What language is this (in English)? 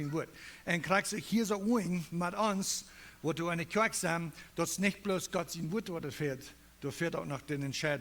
Plautdietsch